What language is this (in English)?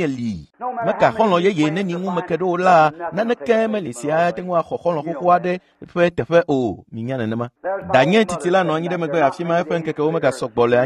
Ewe